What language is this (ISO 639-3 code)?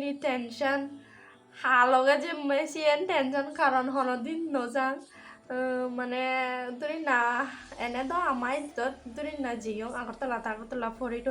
ccp